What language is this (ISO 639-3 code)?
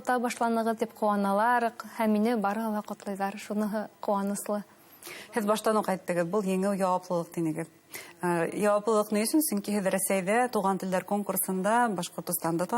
bak